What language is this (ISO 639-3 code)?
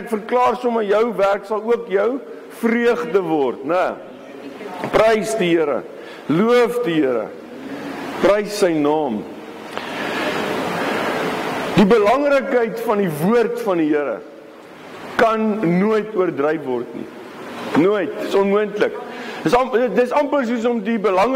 afr